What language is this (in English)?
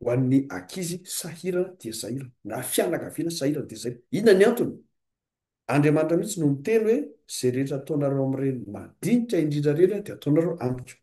Malagasy